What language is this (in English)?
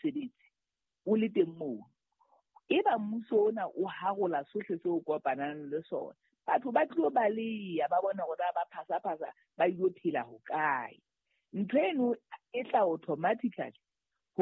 Southern Sotho